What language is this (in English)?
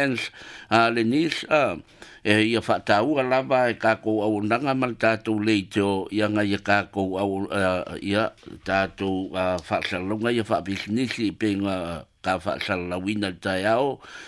Samoan